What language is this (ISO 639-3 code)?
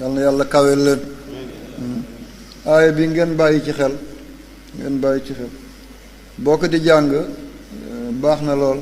wol